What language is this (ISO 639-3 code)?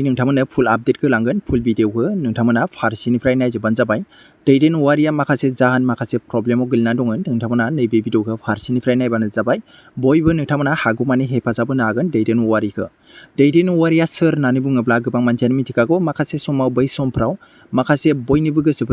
brx